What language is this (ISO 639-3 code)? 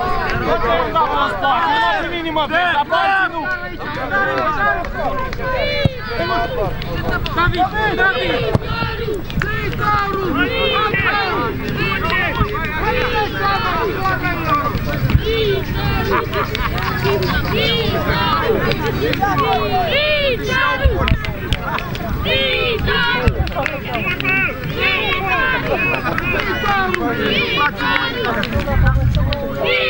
ron